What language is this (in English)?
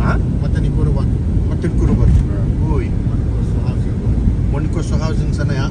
Fijian